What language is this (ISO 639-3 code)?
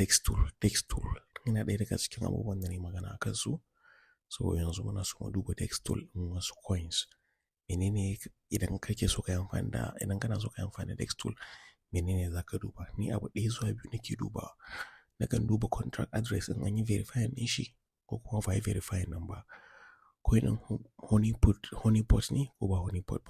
hau